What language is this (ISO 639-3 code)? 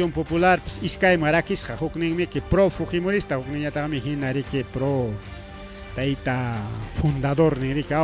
quy